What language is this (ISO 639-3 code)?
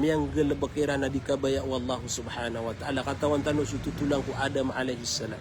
mrw